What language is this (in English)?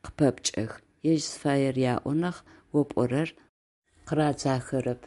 Adyghe